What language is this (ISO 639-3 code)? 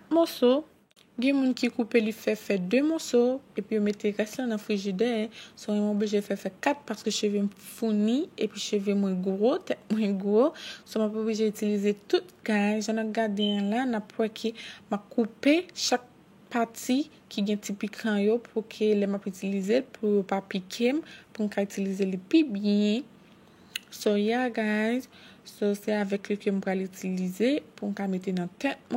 hat